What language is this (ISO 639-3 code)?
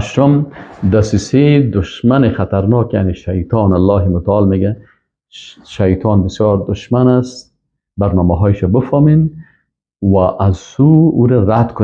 fas